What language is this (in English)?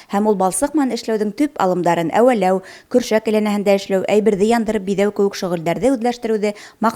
Bashkir